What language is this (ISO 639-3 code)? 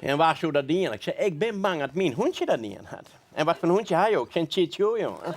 fry